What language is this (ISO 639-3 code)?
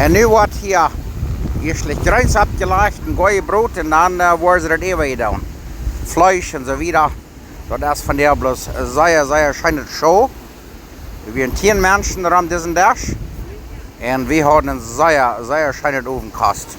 pdt